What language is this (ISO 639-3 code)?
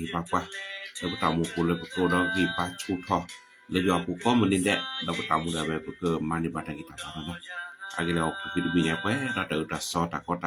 ksw